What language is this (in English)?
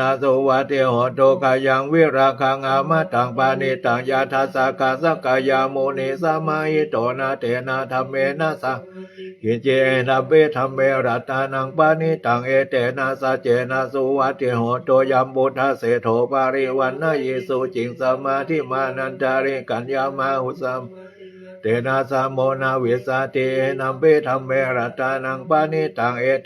Pali